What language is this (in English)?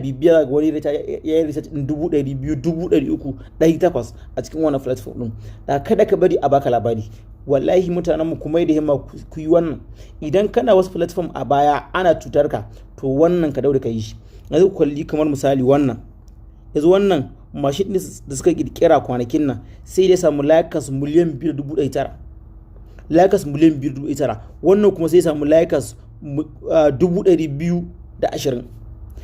Hausa